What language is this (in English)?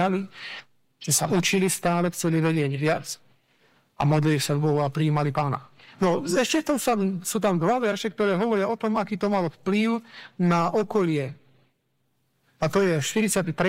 Slovak